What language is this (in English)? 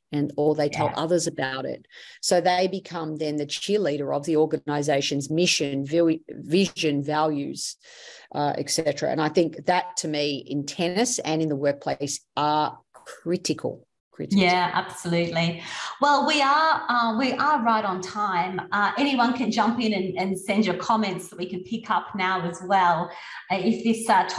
English